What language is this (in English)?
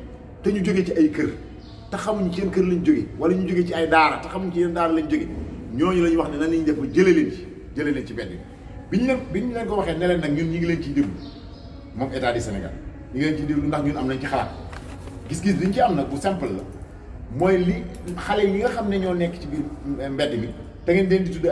Wolof